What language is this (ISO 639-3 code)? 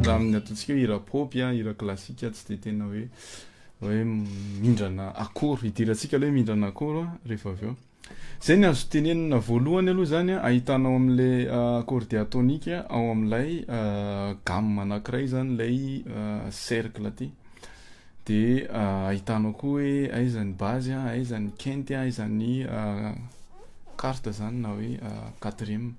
mlg